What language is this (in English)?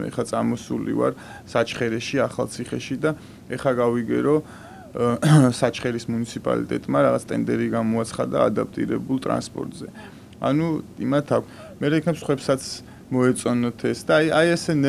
Georgian